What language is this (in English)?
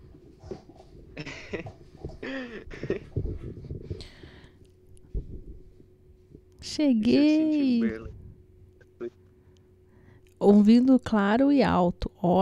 Portuguese